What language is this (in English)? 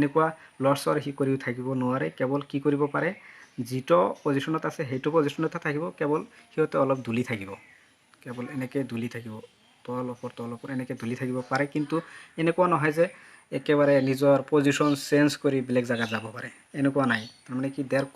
Assamese